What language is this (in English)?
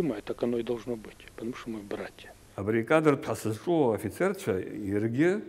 Abkhazian